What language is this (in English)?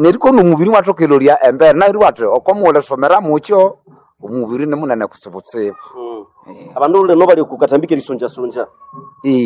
Nande